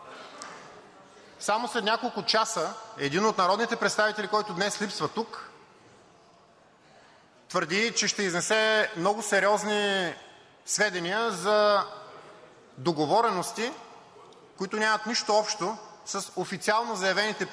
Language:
Bulgarian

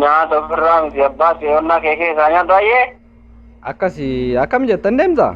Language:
Oromo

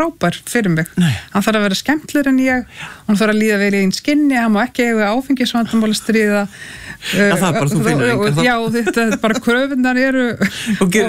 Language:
Icelandic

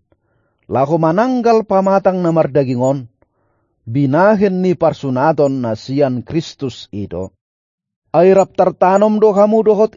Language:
Batak Toba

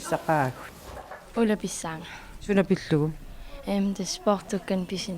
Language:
Kalaallisut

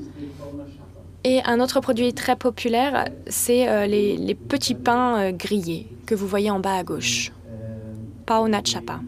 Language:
French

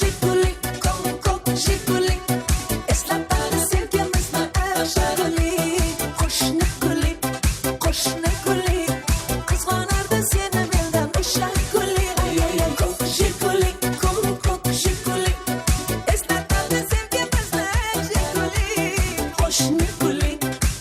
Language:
Kara-Kalpak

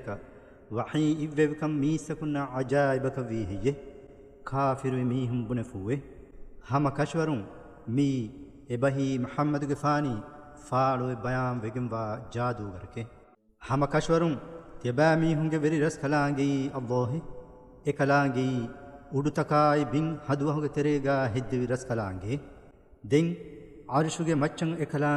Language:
Divehi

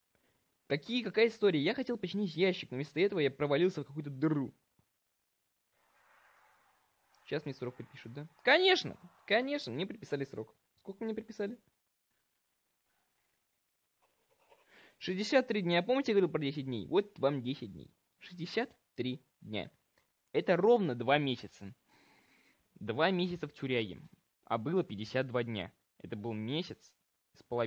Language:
Russian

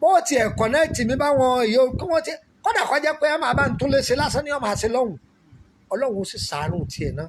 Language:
Yoruba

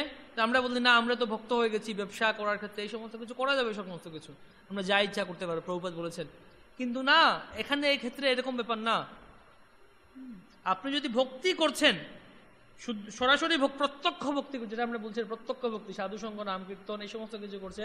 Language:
Bangla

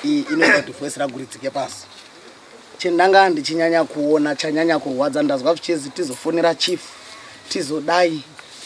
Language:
Shona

